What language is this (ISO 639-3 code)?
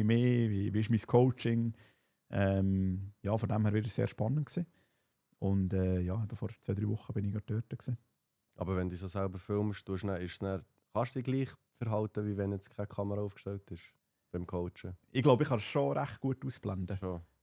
gsw